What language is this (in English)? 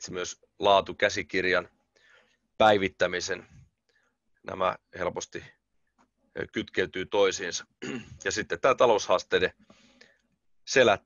Finnish